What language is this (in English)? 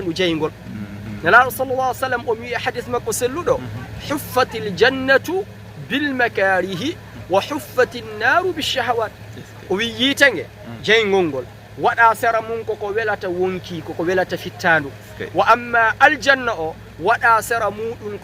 Fula